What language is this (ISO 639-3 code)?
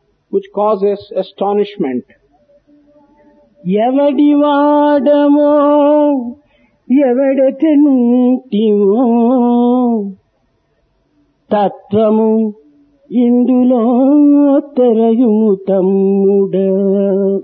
tel